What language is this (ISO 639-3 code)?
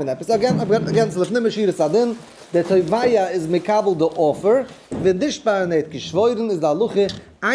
yid